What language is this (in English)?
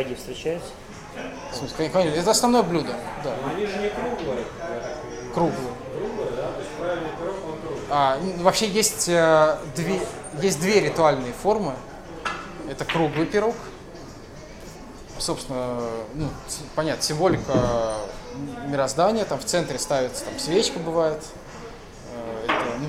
Russian